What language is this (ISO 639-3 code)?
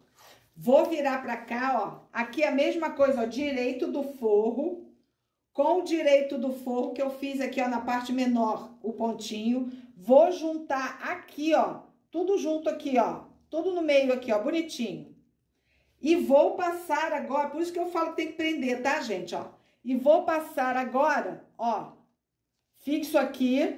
por